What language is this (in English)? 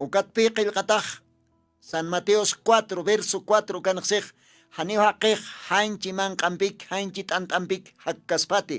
Aymara